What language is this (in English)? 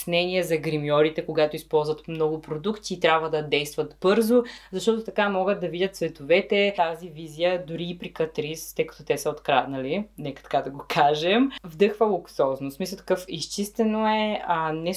Bulgarian